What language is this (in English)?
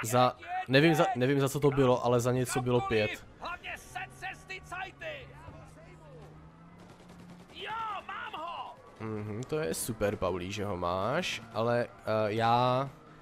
Czech